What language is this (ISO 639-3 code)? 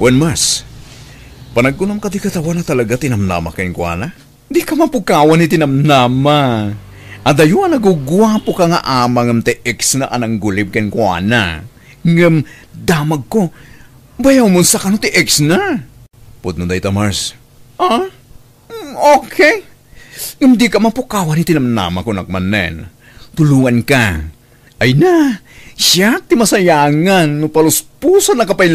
ilo